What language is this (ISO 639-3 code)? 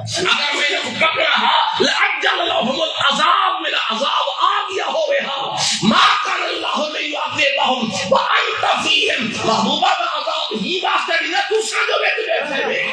skr